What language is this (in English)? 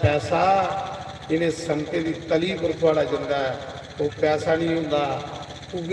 Dogri